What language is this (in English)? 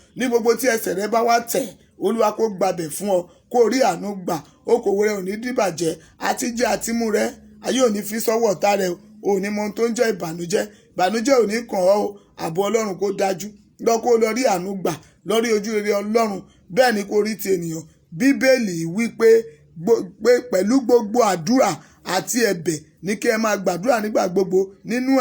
Yoruba